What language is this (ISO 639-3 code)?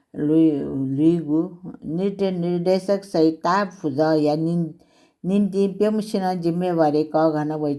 new